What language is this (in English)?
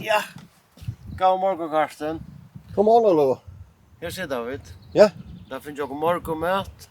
Faroese